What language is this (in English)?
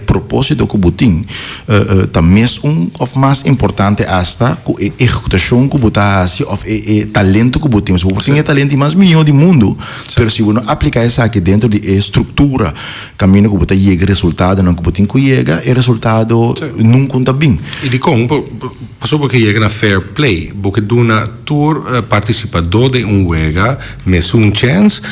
Papiamento